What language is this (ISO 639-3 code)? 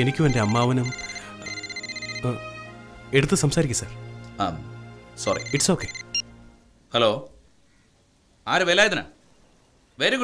mal